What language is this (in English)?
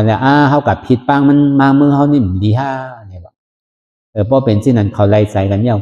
Shan